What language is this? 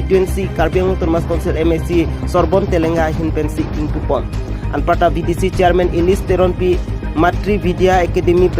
Karbi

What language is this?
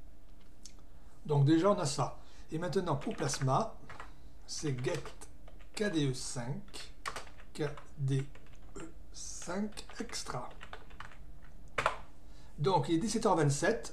French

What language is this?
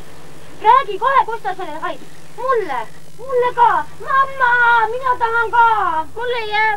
Estonian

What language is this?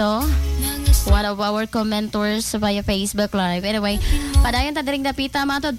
Cebuano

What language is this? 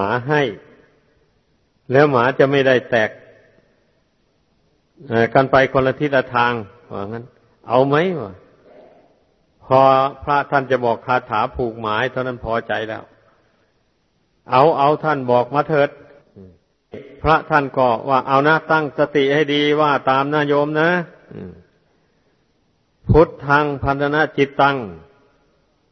Thai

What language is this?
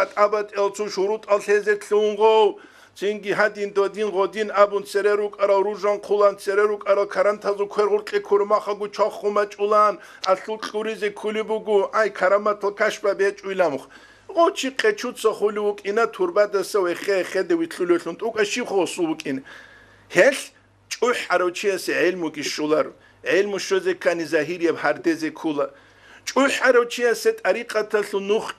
Avaric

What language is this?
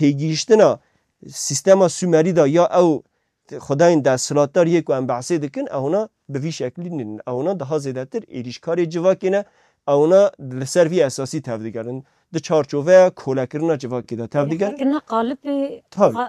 Kurdish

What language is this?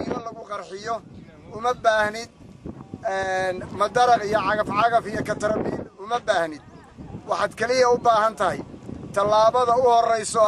Somali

